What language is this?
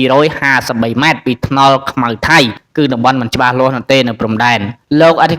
Khmer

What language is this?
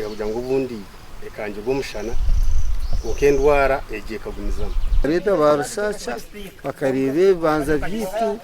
Nyankole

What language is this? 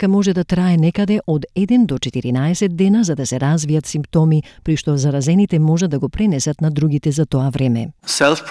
Macedonian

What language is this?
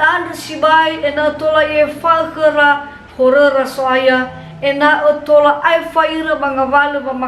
Nias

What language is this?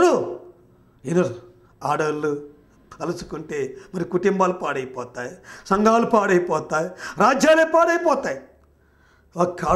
Telugu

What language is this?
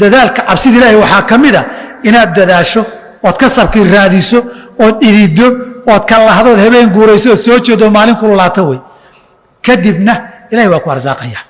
Somali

